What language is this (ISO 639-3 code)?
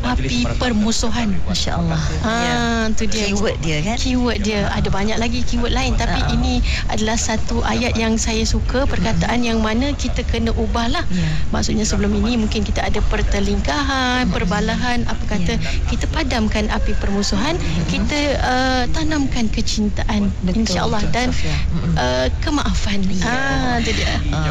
msa